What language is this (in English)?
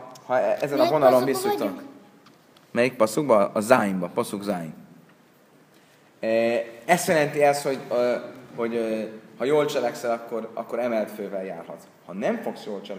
Hungarian